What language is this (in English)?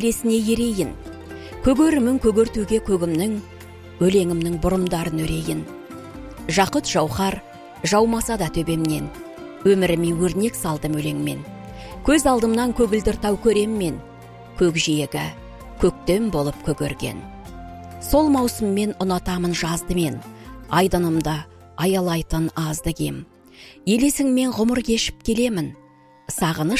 Kazakh